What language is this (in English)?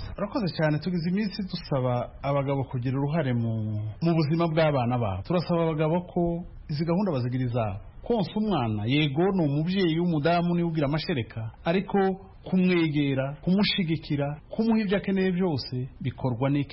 Kinyarwanda